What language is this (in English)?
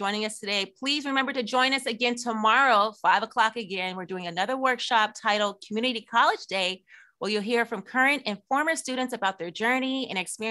English